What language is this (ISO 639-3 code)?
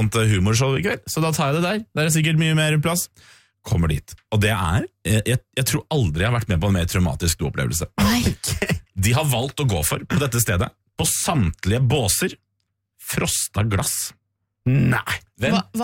nor